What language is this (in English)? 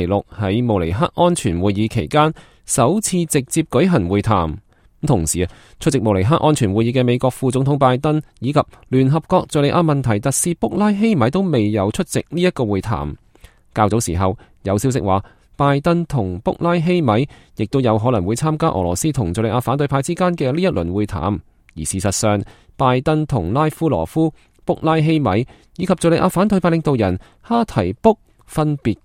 Cantonese